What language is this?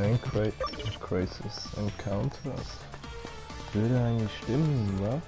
Swiss German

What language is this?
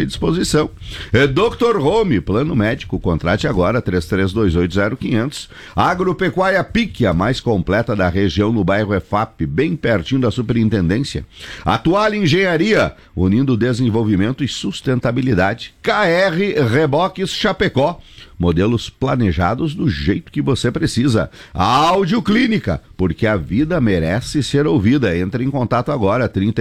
Portuguese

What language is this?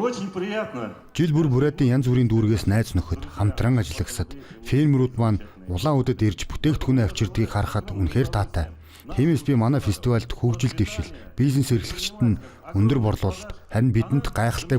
Mongolian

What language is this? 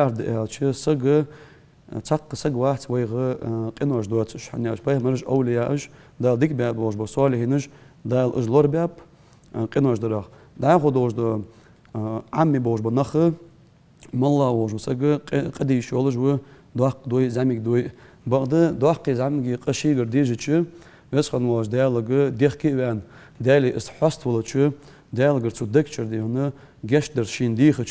Ingush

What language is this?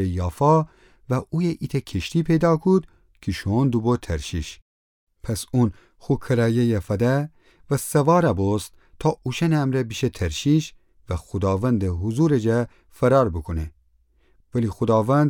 Gilaki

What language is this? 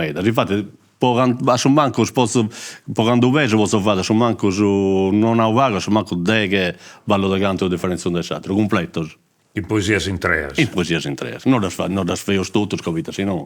Sardinian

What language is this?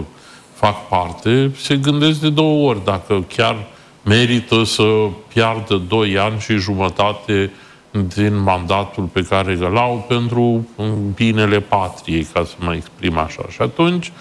Romanian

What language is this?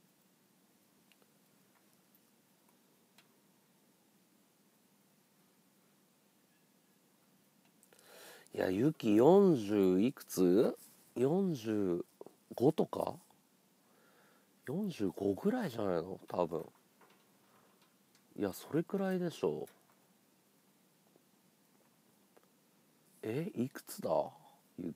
Japanese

